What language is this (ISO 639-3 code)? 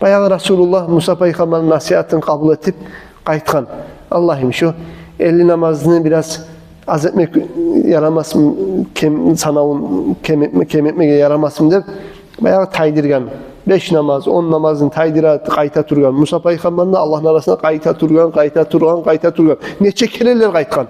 kum